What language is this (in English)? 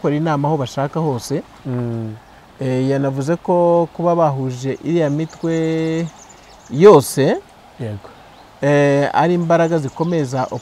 Kinyarwanda